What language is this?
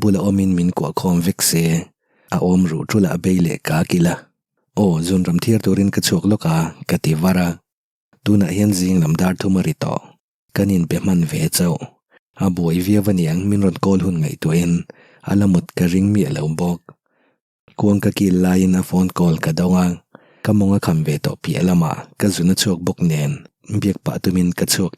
Mizo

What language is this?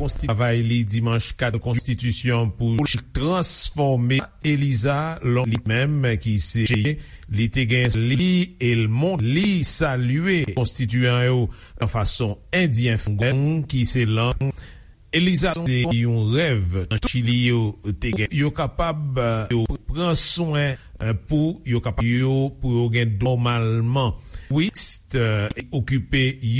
Haitian Creole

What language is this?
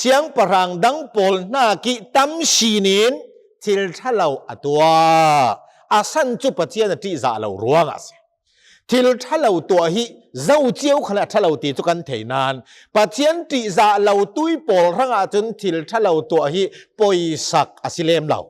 Hakha Chin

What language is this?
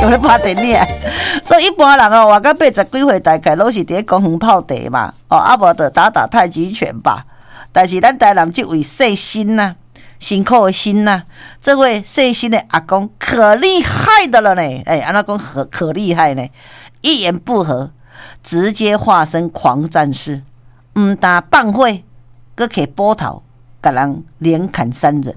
Min Nan Chinese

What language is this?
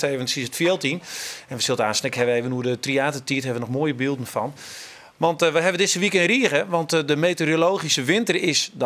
Western Frisian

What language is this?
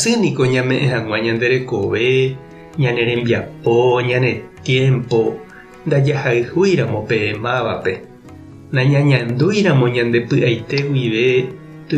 Guarani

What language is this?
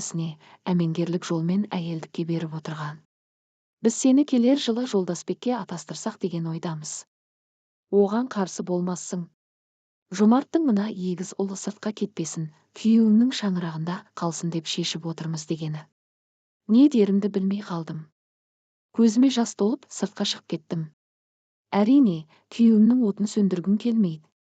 Kazakh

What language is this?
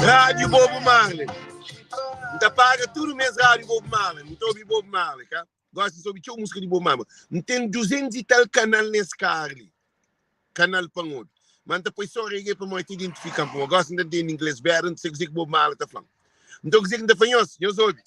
Kabuverdianu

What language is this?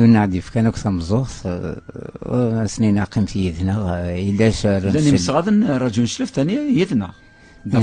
Kabyle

